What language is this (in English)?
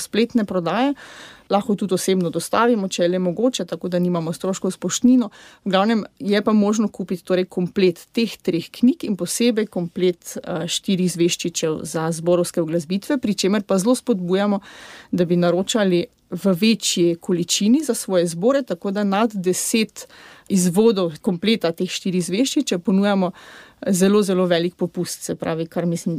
Slovenian